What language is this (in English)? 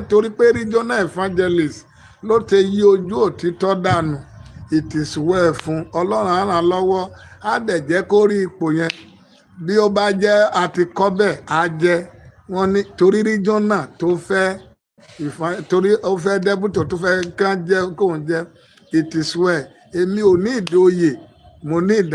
Yoruba